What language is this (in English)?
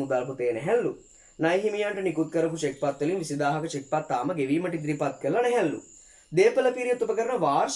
Sinhala